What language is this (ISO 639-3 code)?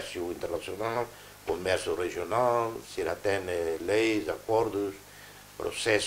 tet